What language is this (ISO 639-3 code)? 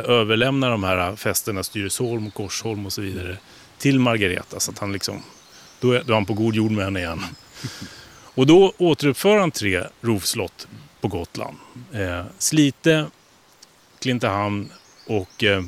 swe